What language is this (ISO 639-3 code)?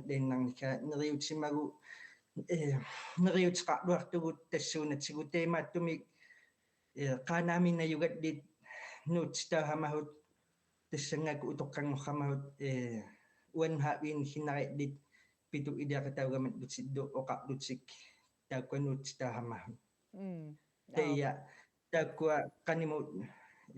kal